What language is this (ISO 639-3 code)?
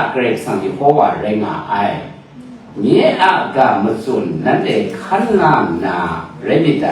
kac